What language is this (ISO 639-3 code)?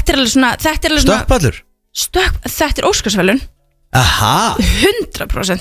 isl